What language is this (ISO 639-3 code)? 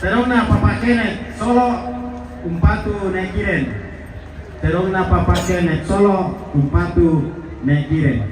sda